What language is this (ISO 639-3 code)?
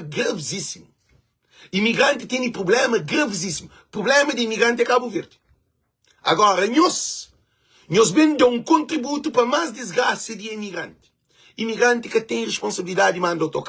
kea